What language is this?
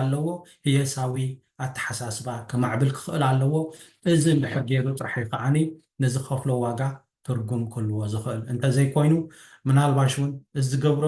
Tigrinya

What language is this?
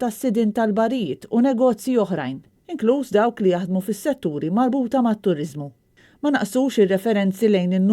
Maltese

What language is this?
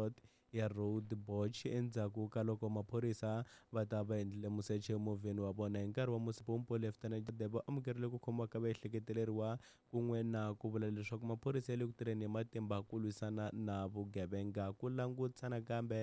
Tsonga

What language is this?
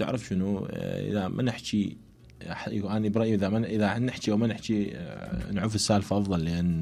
Mesopotamian Arabic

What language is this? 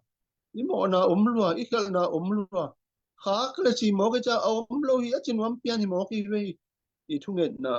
Tedim Chin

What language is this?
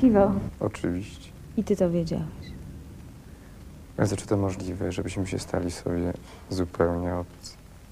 Polish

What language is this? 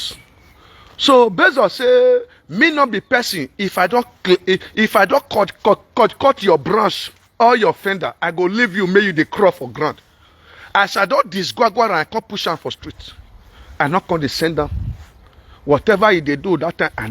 Nigerian Pidgin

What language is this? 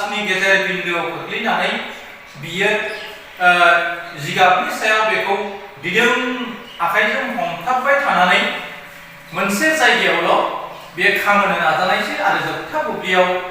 Bodo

